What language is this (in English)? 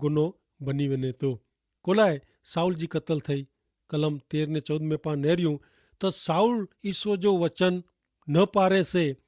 Kachhi